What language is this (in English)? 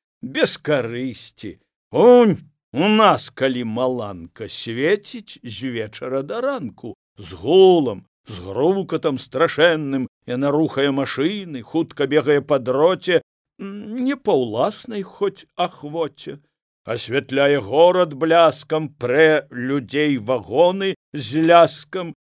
Belarusian